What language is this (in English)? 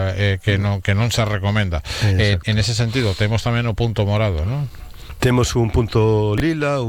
Galician